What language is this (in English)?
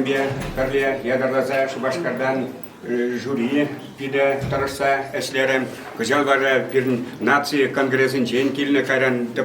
Chuvash